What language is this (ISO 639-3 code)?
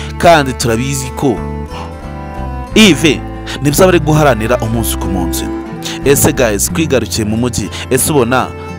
kin